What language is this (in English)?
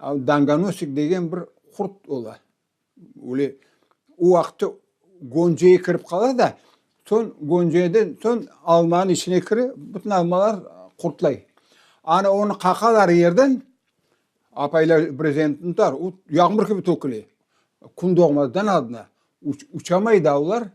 Crimean Tatar